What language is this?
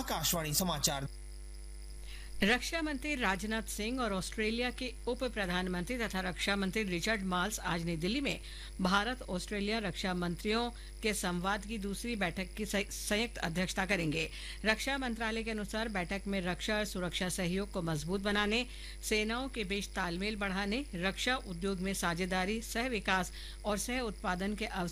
Hindi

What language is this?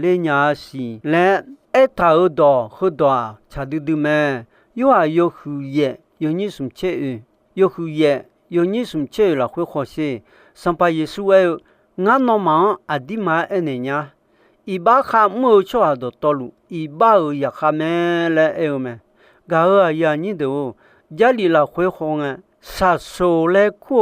Akha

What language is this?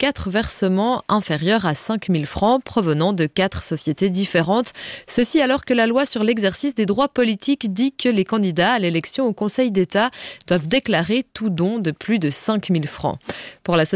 French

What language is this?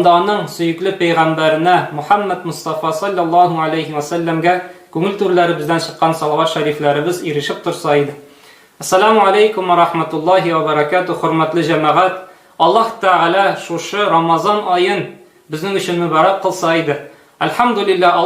Tatar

